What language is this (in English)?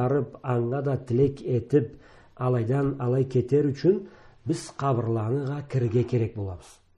Karachay-Balkar